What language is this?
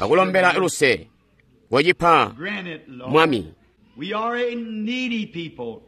Tonga (Zambia)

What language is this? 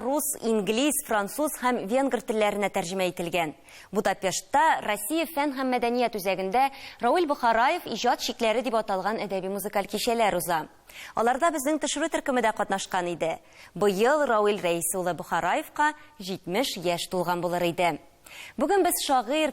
Tatar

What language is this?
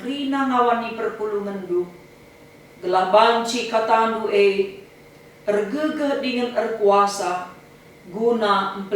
Batak Karo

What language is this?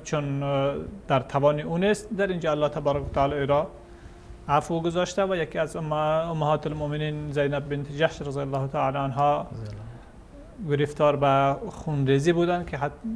Persian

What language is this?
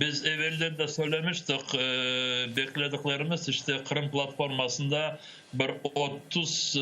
Crimean Tatar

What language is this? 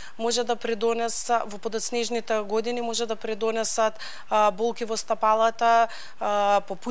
Macedonian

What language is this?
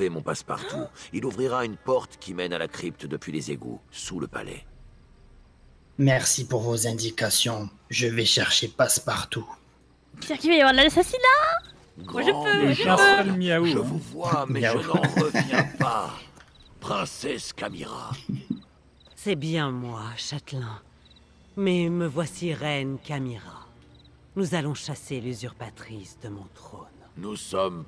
French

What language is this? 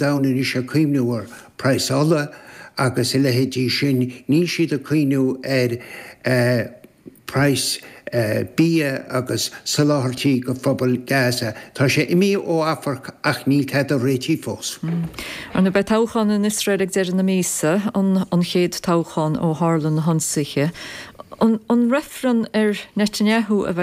Irish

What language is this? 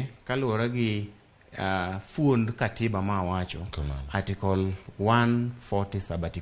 Luo (Kenya and Tanzania)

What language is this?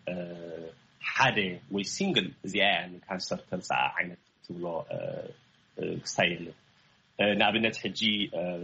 Tigrinya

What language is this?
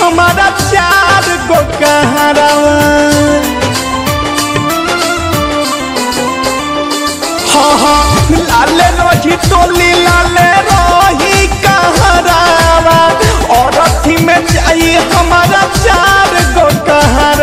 Bhojpuri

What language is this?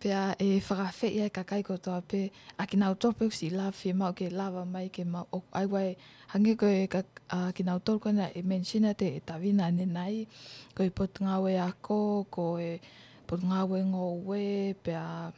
Tongan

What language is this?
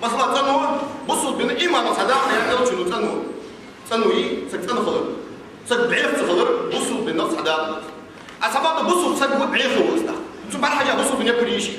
Ingush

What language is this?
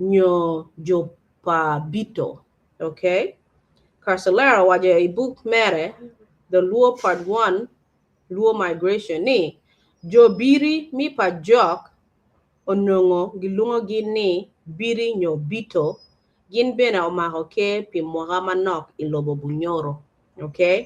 Acoli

